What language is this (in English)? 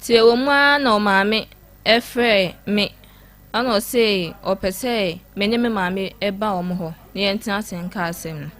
Akan